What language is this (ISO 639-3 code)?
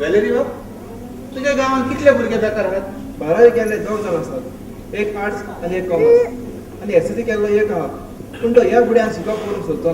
kok